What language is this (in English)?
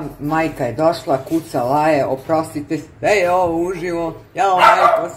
Serbian